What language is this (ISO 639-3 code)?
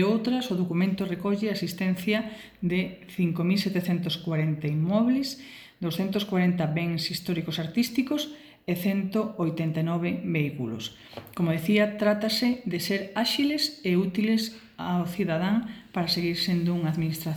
glg